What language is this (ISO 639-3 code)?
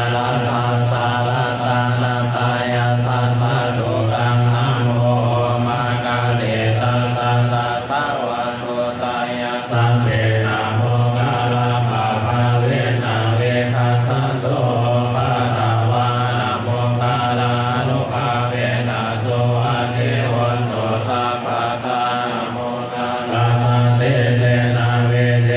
pli